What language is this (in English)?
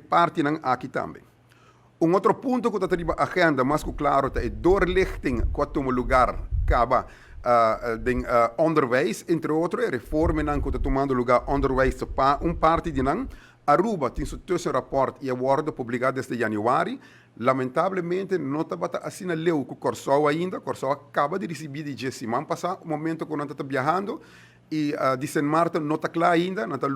Papiamento